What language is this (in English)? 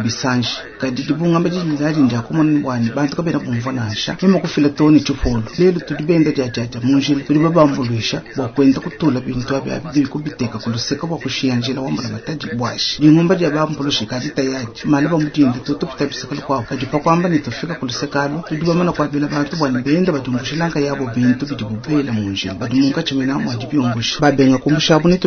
Luba-Lulua